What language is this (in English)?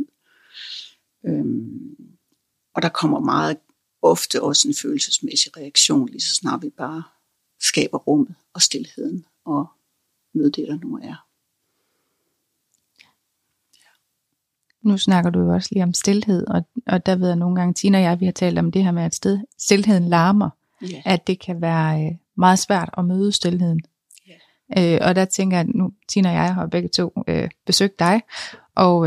Danish